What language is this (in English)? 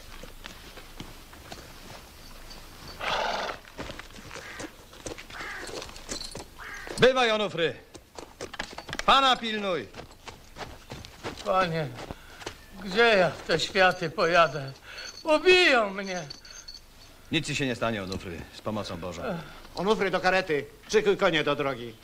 Polish